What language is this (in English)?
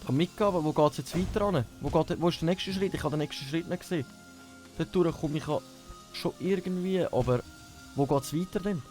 Swiss German